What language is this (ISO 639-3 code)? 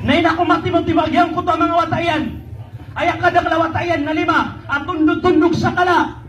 mrw